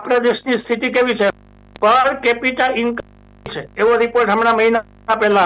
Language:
Gujarati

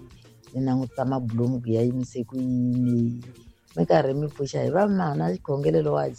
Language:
Tsonga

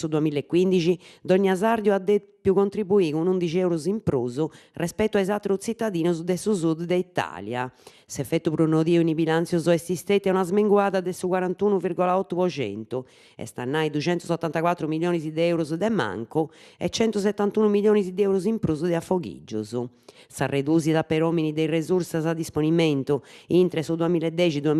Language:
Sardinian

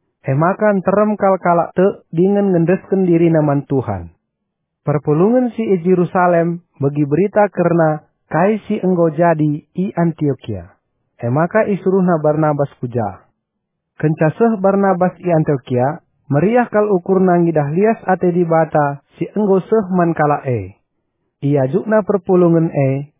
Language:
Batak Karo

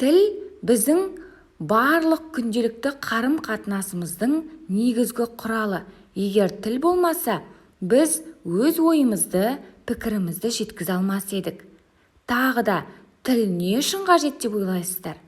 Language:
Kazakh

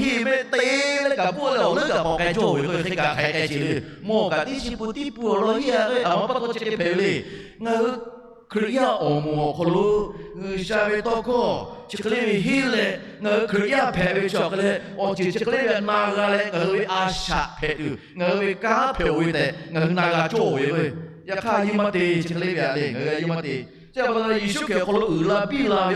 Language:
Lahu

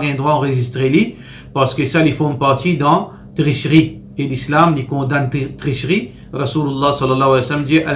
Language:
Morisyen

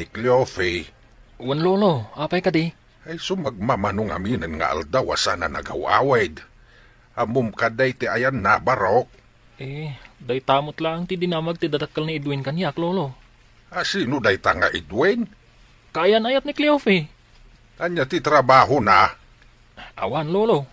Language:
Iloko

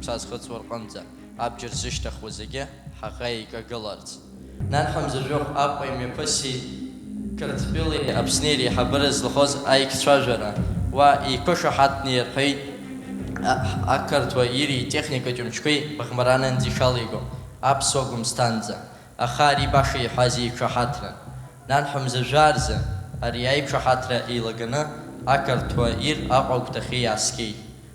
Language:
Abkhazian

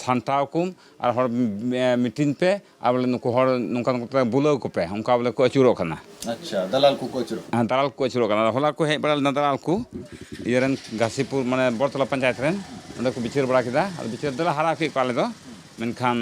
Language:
Santali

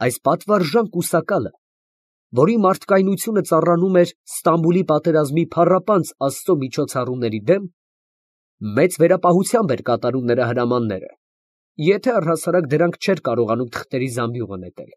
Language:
Armenian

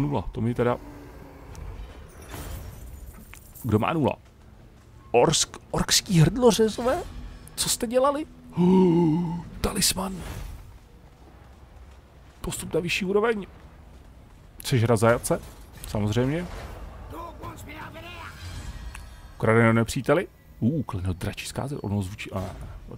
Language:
Czech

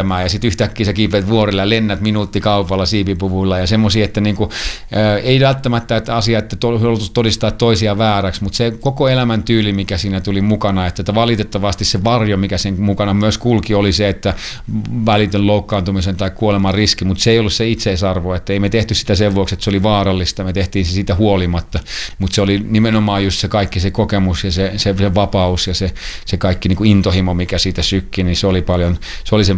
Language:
Finnish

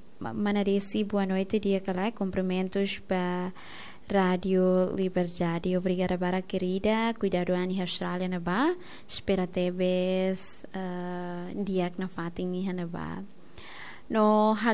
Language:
Tetum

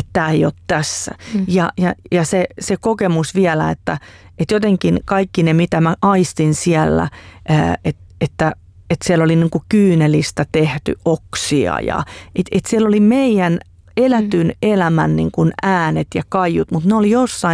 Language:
Finnish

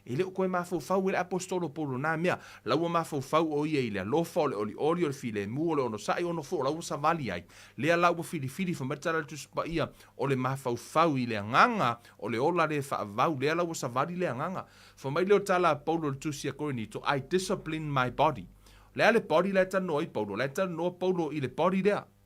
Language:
Samoan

